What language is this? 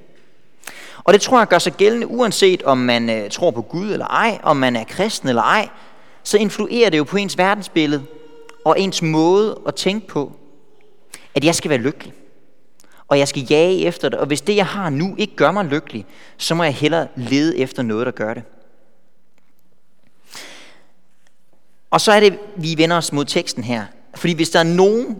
Danish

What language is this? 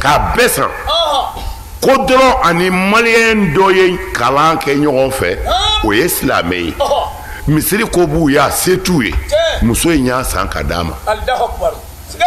Bambara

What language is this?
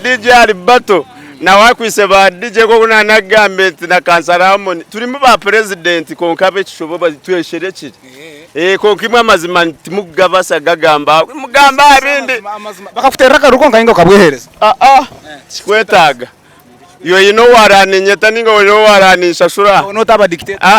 Nyankole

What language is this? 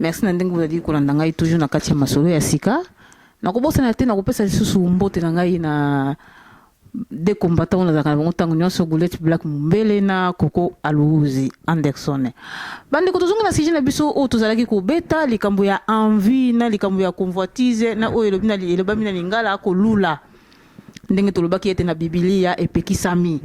Lingala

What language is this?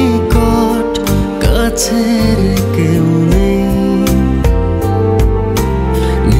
Bangla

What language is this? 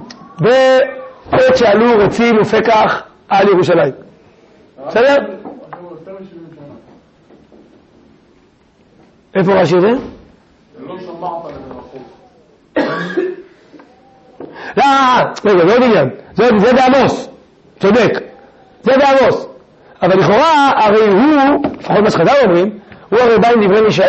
Hebrew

